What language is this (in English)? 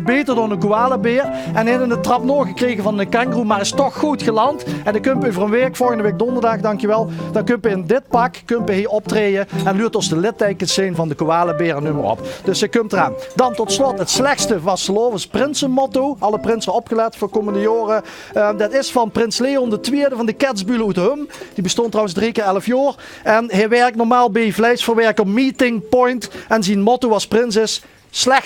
Limburgish